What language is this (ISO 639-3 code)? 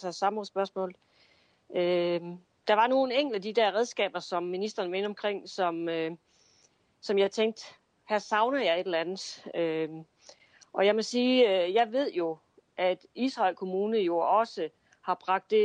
dan